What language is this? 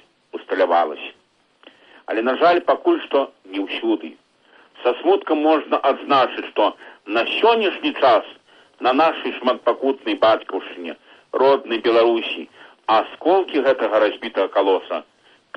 Belarusian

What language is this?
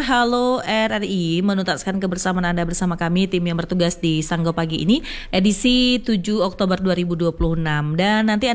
Indonesian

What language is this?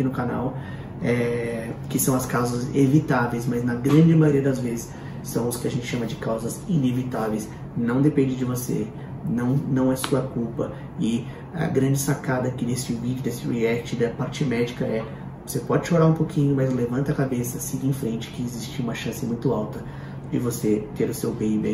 Portuguese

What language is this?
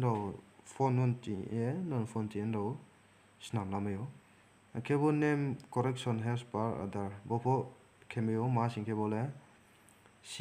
Riang (India)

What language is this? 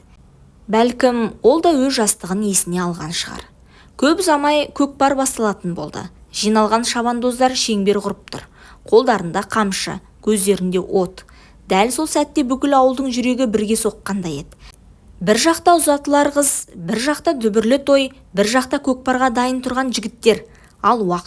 Kazakh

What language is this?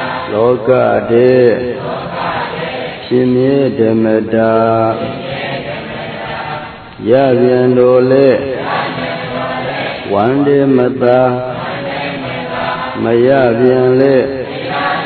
Burmese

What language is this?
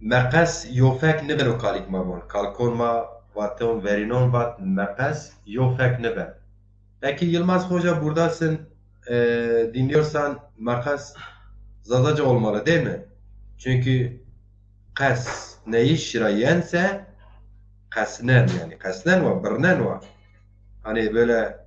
Zaza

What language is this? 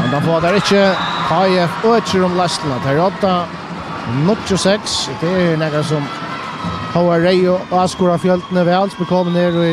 Faroese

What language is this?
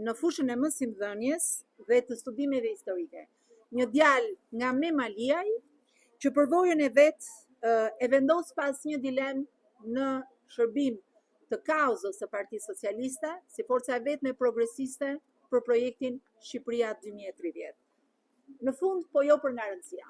Albanian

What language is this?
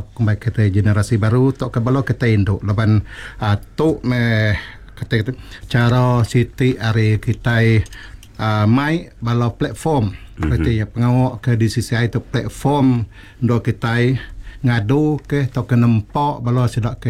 Iban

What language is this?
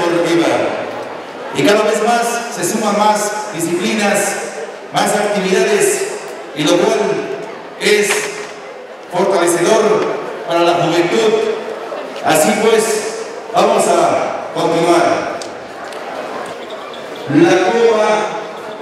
Spanish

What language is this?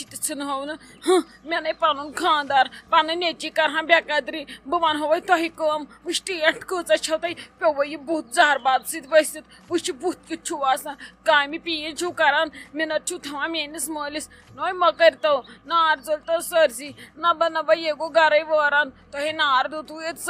Kashmiri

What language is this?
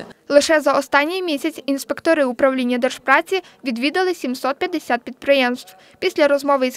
Ukrainian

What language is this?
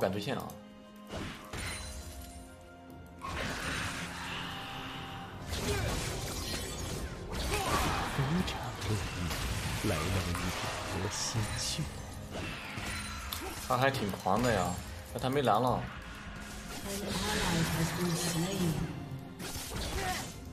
Chinese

